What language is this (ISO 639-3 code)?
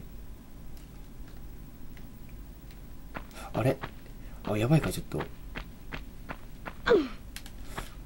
jpn